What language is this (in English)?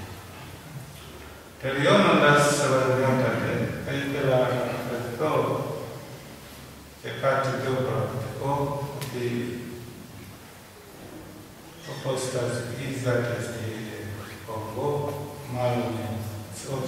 Greek